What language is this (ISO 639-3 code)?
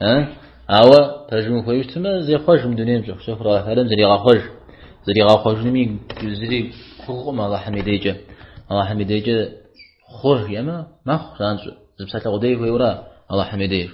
kbd